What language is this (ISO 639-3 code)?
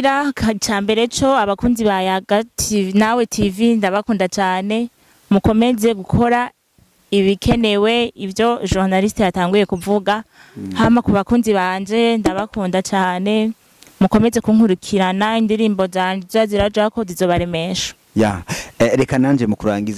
run